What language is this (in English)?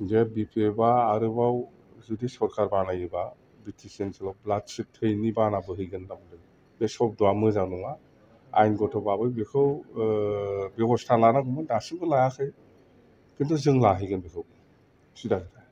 Bodo